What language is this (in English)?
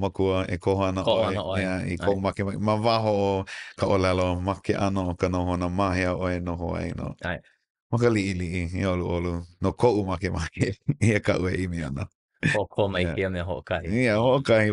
Hawaiian